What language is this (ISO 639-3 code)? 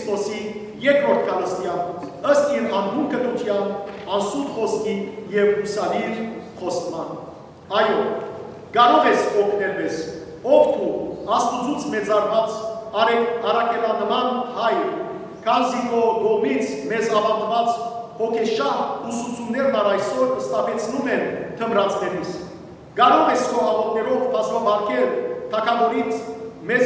hyw